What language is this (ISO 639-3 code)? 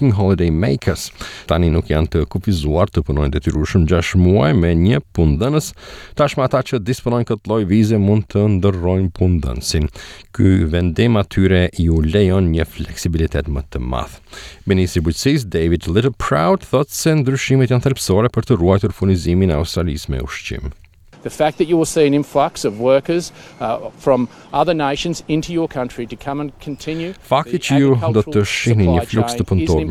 sqi